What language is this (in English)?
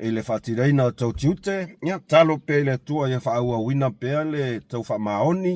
Samoan